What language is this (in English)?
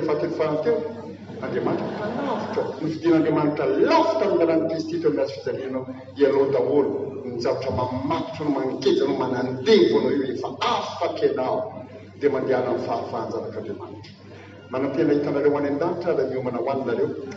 Malagasy